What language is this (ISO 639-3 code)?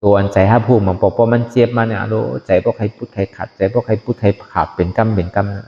shn